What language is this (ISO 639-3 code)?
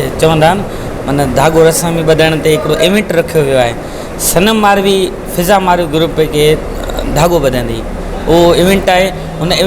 snd